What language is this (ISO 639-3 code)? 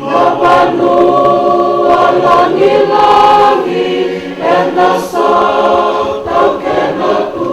fij